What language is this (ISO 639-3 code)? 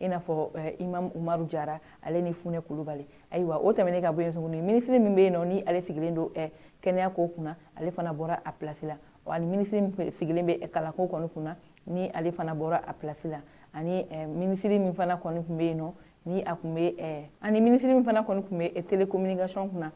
bam